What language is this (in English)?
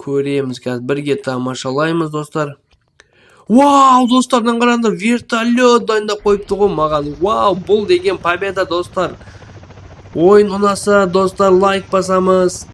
Kazakh